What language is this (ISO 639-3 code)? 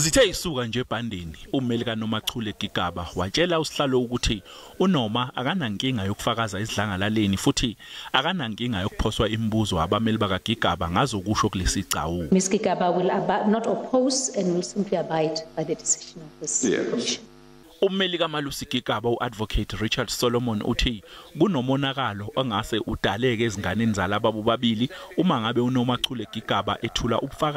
zul